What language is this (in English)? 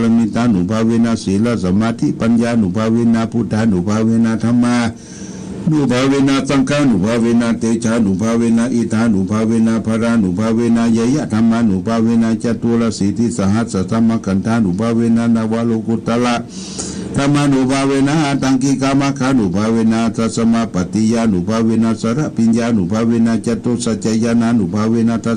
Pali